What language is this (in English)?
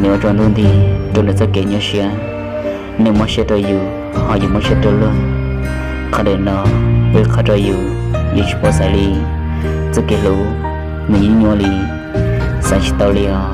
Hmong